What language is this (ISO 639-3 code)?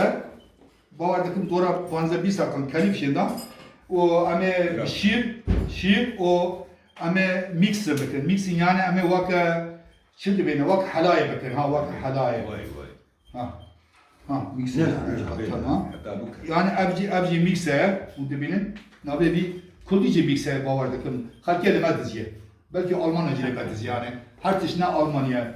kur